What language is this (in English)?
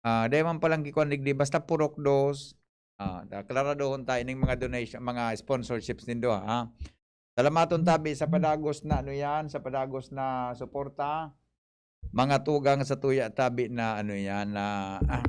Bikol